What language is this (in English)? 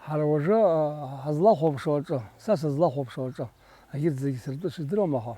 Abkhazian